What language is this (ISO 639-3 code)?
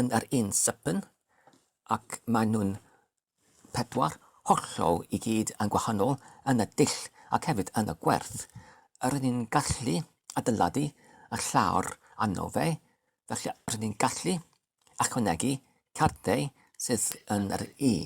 cym